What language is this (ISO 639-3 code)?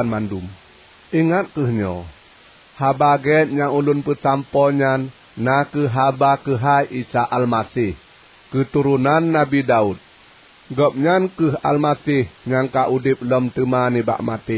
ace